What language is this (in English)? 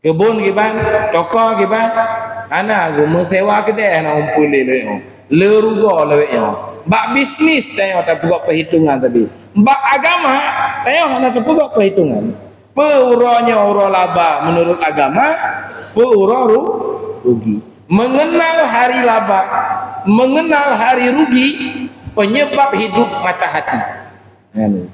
Achinese